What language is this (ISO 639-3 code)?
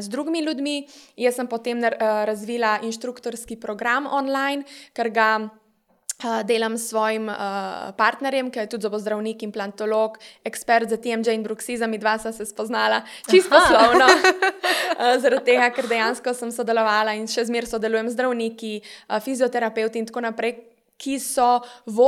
slv